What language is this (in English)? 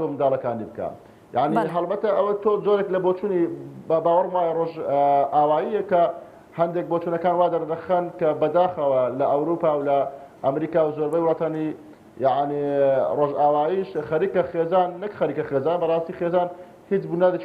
Central Kurdish